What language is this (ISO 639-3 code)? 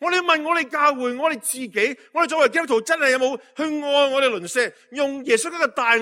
yue